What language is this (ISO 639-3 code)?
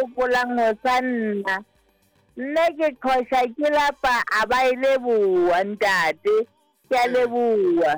sot